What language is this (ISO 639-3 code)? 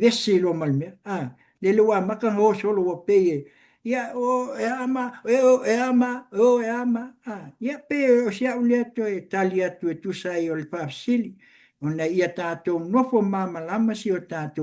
smo